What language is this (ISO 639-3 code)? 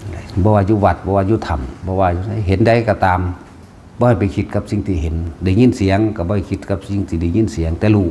tts